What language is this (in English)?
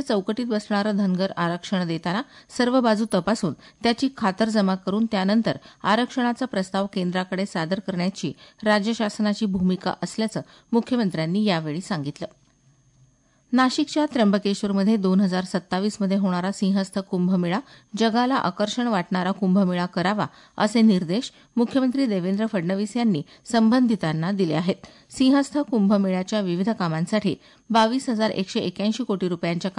Marathi